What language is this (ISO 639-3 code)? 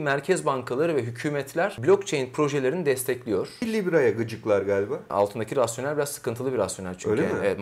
tur